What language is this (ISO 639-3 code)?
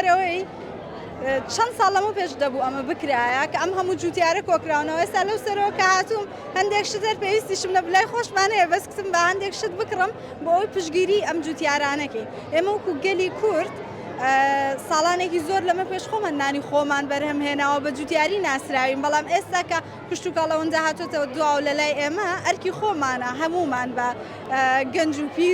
ckb